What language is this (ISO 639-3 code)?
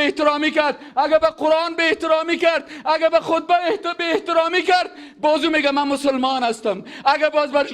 fas